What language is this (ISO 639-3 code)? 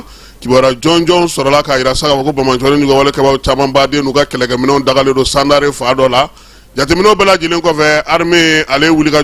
bam